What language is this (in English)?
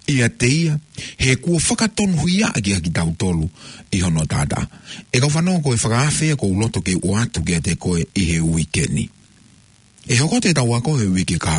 Tongan